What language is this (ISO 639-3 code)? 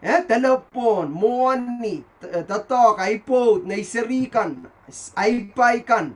pon